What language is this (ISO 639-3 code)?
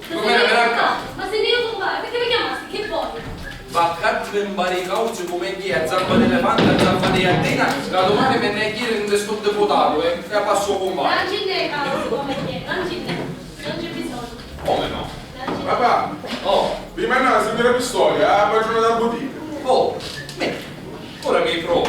scn